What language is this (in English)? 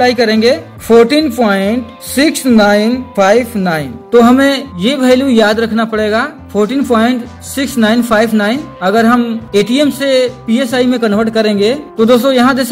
Hindi